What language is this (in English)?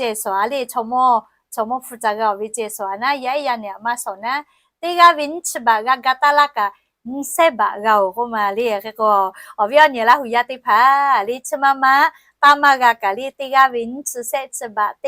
Lahu